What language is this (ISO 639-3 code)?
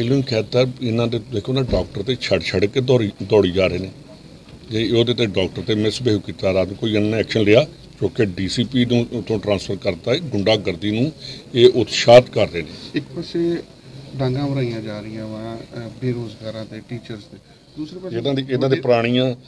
pan